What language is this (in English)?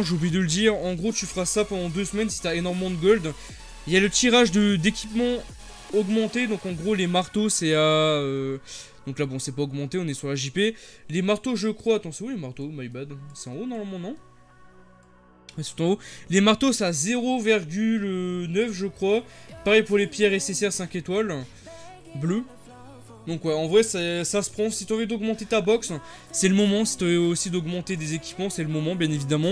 French